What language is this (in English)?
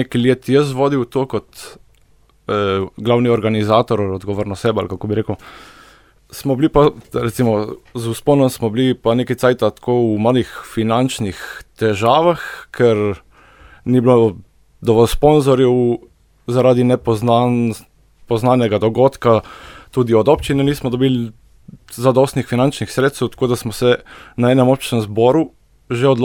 Slovenian